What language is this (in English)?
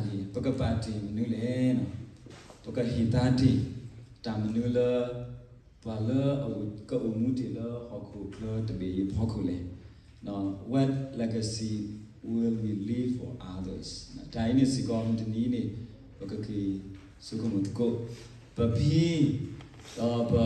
S'gaw Karen